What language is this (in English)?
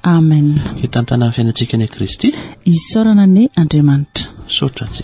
Malagasy